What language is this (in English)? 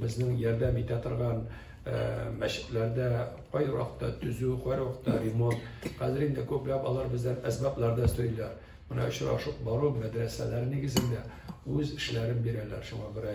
Tatar